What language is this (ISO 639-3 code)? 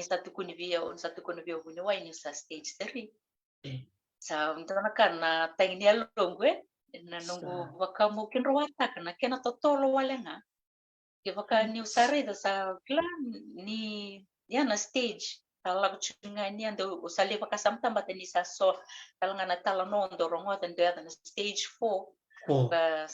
fij